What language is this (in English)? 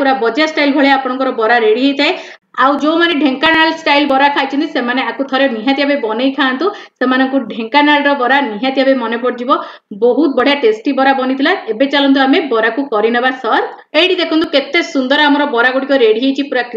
Odia